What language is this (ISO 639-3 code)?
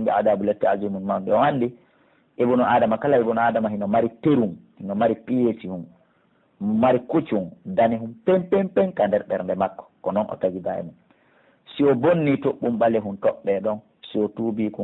fuf